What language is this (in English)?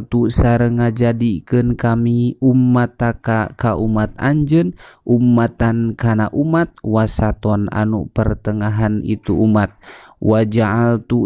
Sundanese